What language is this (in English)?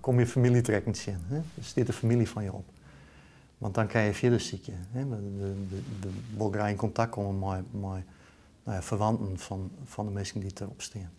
Western Frisian